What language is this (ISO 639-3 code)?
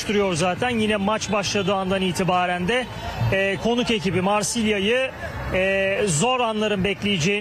tur